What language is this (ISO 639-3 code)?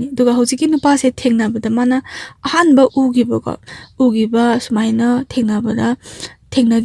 mni